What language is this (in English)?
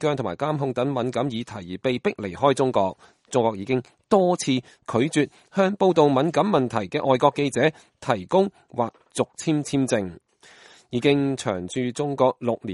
Cantonese